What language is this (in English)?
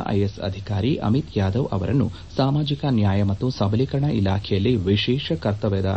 Kannada